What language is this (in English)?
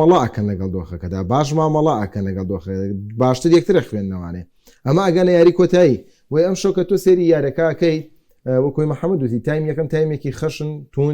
Central Kurdish